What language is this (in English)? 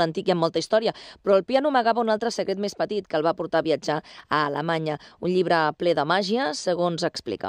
Catalan